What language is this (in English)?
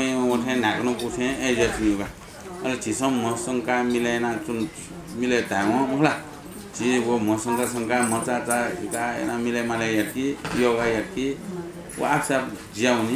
Newari